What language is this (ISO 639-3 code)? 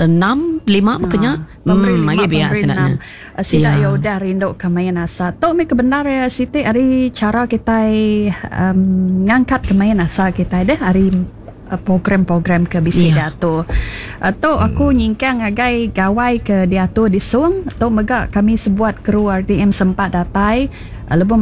iba